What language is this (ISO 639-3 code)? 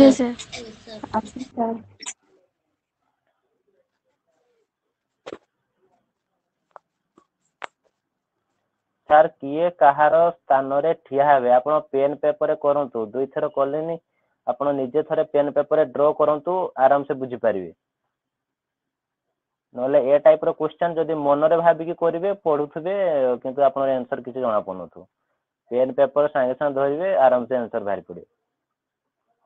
ori